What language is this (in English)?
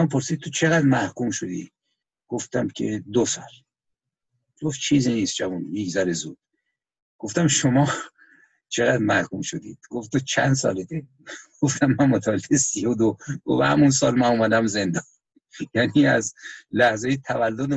Persian